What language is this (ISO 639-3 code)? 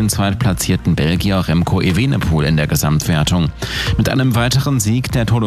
deu